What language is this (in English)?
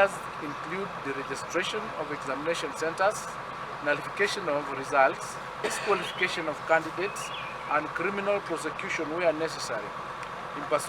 Gusii